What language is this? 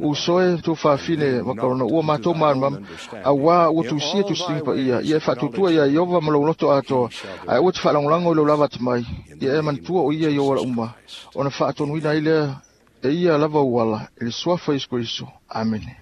Samoan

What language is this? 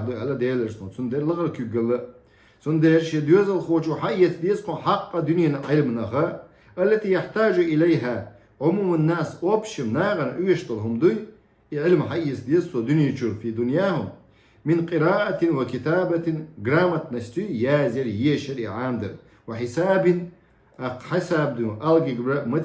Chechen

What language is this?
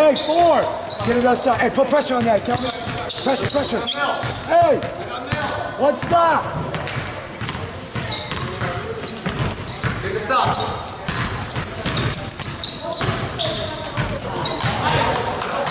English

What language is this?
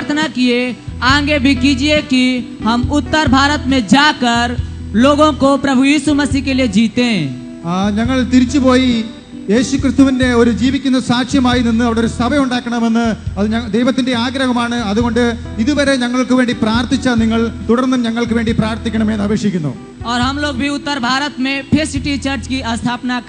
Malayalam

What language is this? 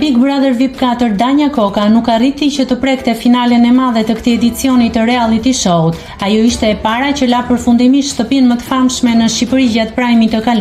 Albanian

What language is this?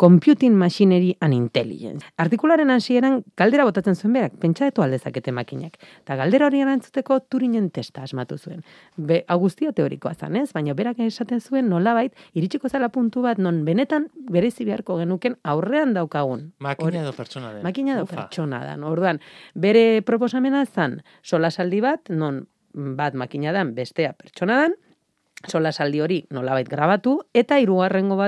Basque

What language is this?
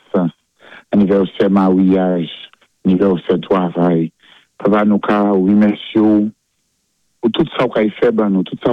Saint Lucian Creole French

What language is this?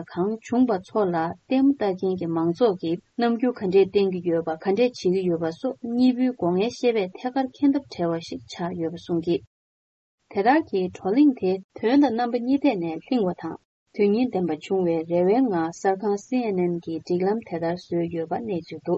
Tibetan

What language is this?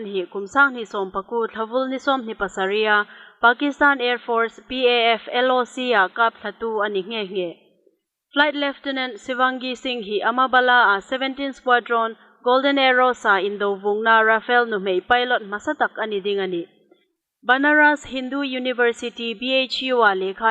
Hmar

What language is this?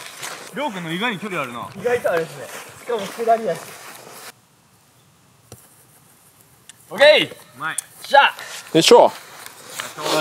Japanese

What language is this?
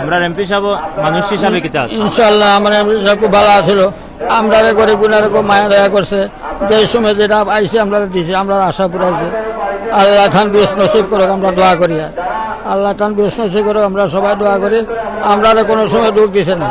Sylheti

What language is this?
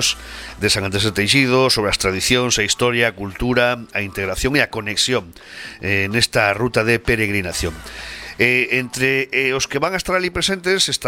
Galician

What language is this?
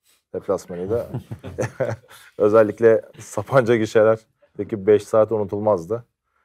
Turkish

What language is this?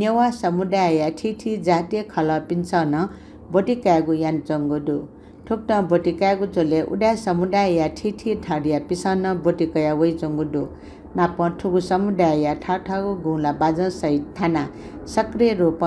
Newari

